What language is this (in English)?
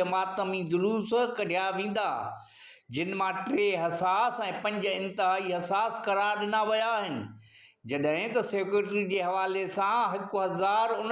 Sindhi